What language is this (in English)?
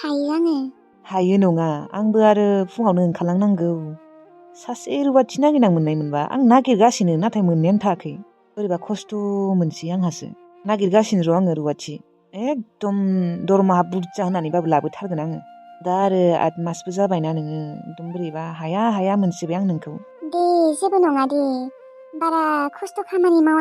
Bodo